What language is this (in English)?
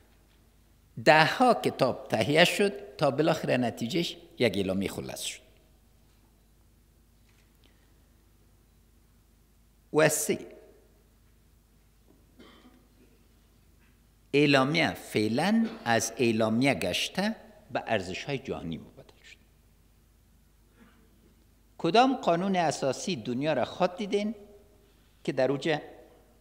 Persian